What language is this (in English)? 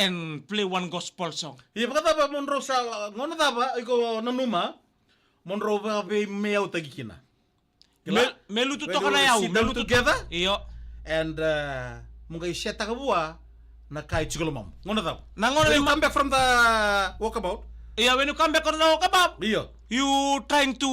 Fijian